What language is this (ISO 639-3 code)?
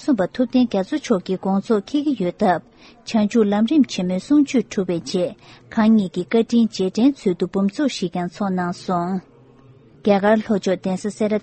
bod